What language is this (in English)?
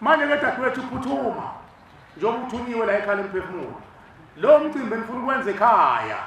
Zulu